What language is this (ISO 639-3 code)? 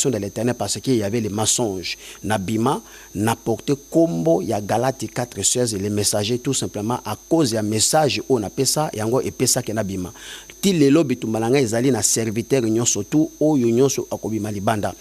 lin